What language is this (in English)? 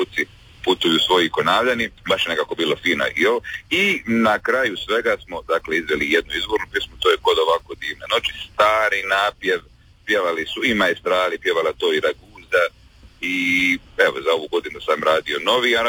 Croatian